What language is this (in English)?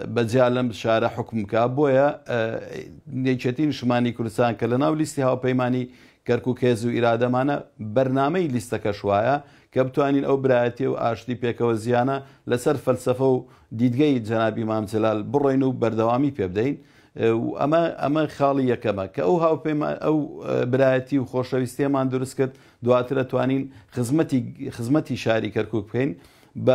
Central Kurdish